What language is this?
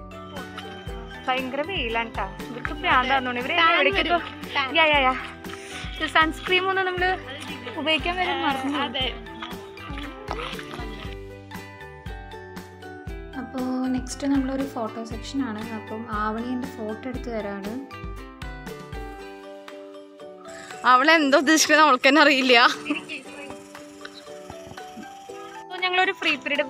Malayalam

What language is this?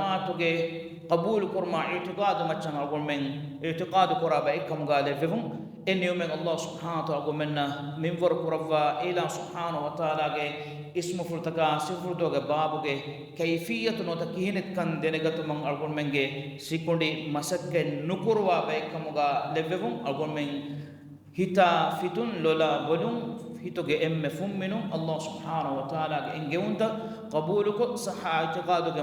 Divehi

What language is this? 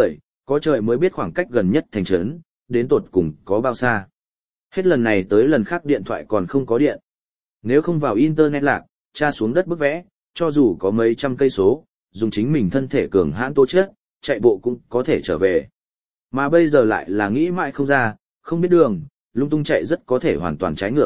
Vietnamese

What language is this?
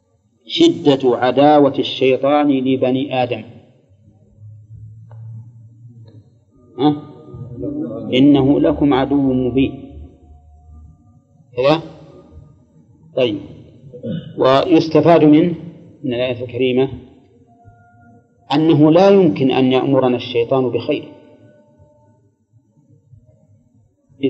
Arabic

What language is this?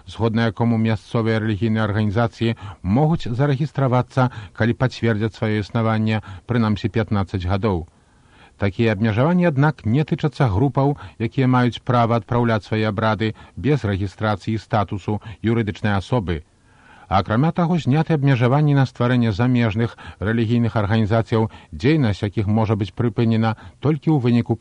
Belarusian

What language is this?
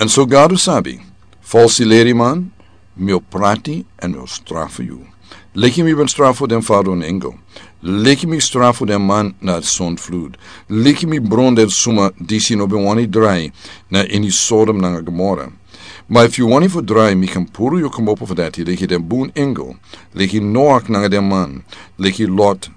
Sranan Tongo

